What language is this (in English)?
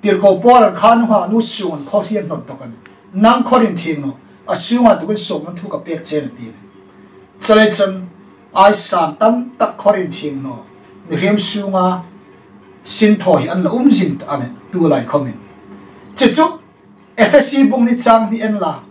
Hmar